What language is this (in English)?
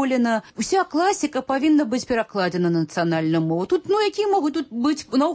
Belarusian